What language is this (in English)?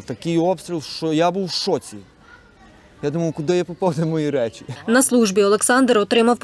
Ukrainian